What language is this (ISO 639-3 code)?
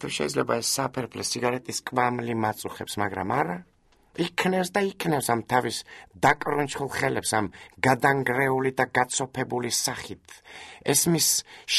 kat